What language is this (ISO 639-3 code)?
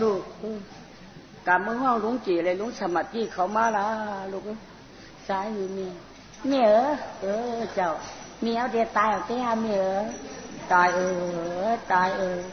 shn